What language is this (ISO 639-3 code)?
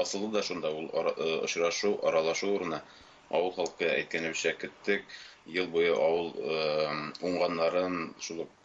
tat